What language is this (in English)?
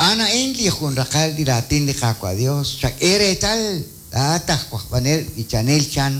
Kekchí